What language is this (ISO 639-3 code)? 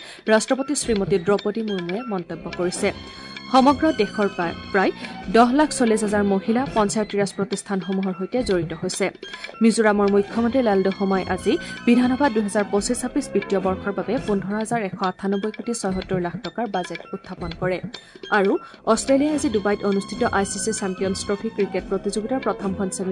asm